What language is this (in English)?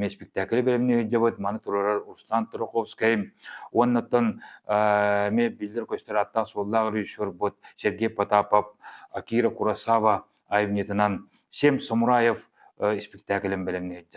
Yakut